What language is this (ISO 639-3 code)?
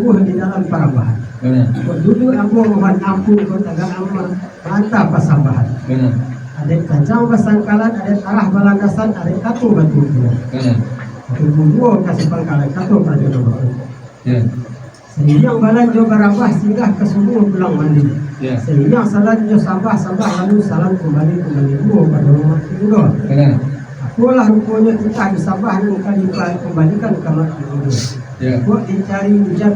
min